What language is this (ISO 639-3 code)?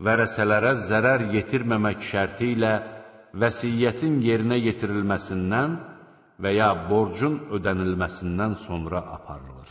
aze